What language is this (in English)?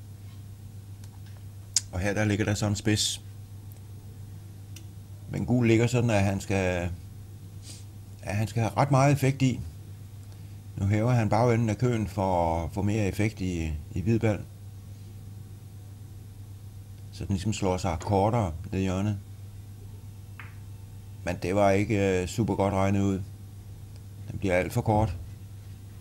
Danish